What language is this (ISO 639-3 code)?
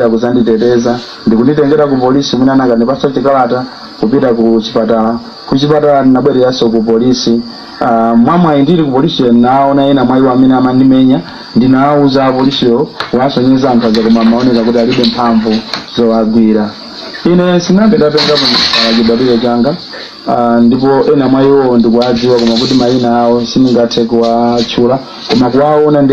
nya